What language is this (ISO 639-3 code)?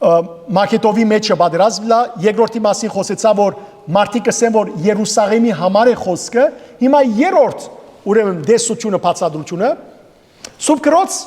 hyw